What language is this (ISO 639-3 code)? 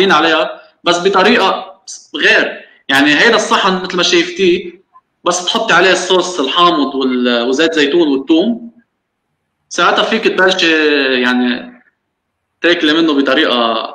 apc